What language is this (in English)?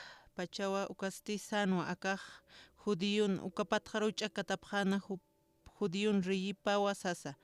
Aymara